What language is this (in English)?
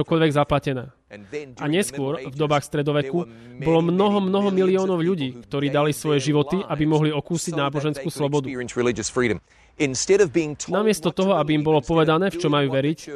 Slovak